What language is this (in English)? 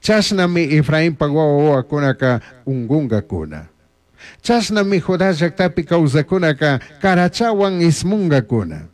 Chimborazo Highland Quichua